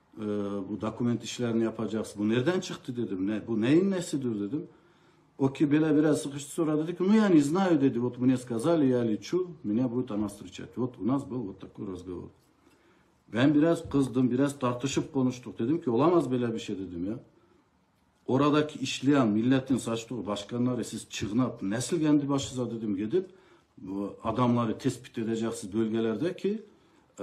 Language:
Turkish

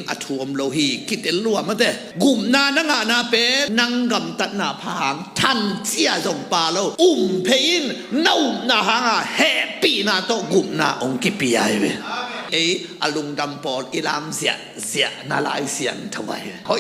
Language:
Tedim Chin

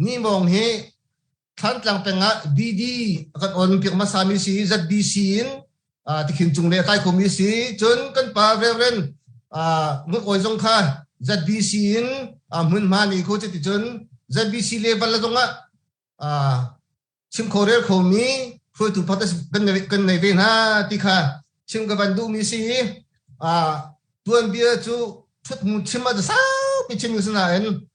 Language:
Hakha Chin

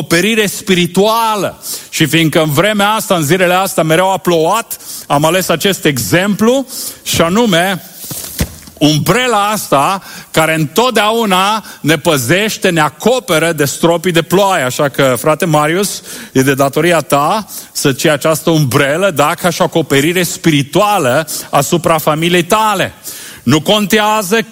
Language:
Romanian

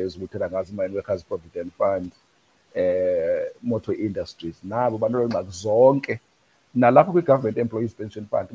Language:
Xhosa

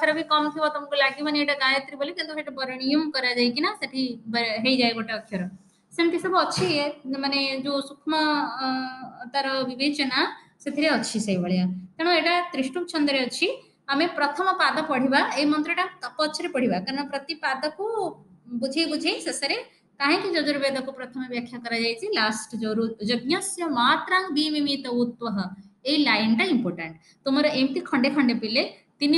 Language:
Odia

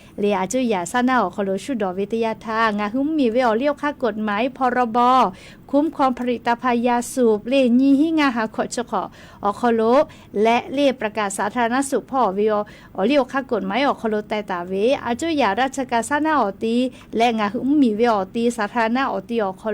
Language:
Lahu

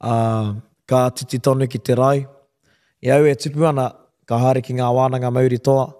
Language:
Māori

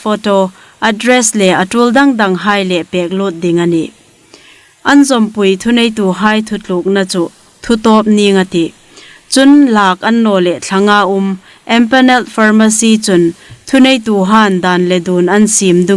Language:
Hmar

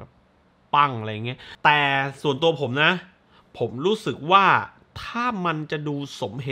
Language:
Thai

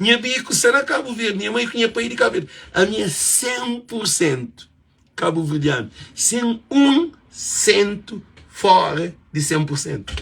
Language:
Kabuverdianu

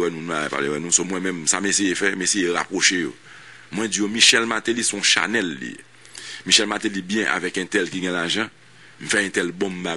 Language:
Haitian Creole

